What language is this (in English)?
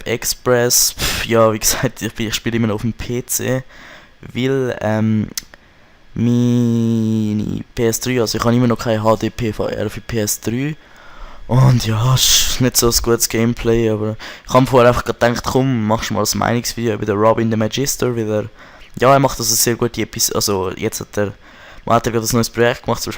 Swiss German